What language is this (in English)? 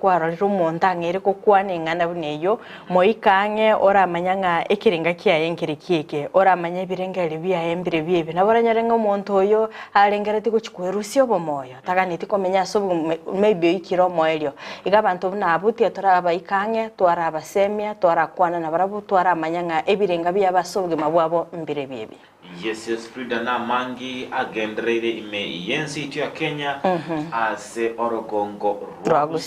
Gusii